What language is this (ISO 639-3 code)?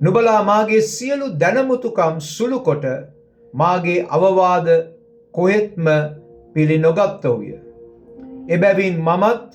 sin